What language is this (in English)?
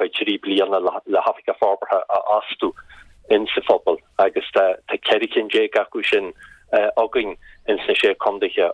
Irish